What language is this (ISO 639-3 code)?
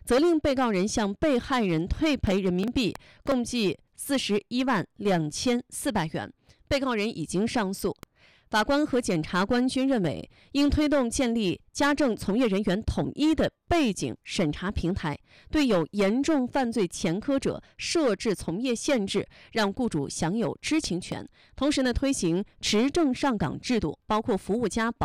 zho